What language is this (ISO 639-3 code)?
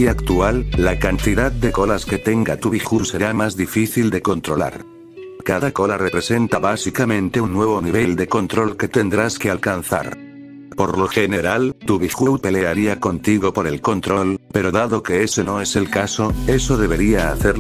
spa